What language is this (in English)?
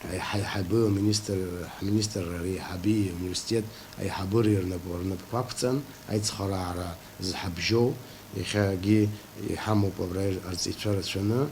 Abkhazian